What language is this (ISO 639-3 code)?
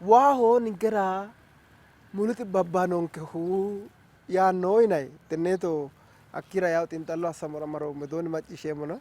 sid